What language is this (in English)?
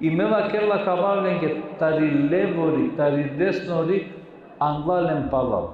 Balkan Romani